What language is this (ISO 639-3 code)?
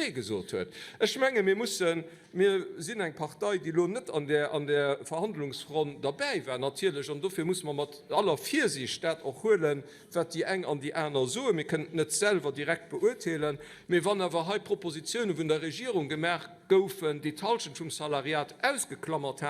ltz